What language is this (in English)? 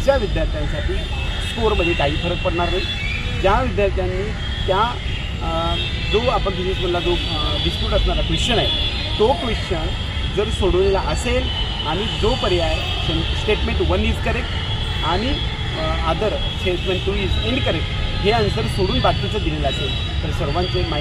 Marathi